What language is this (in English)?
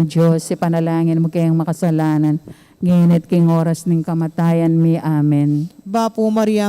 Pampanga